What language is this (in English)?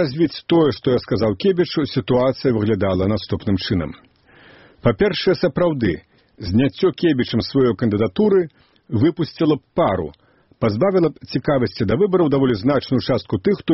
Belarusian